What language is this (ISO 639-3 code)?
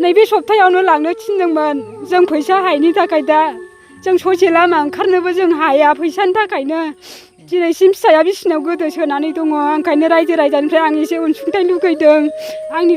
brx